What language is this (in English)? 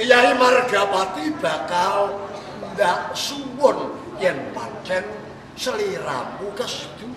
Javanese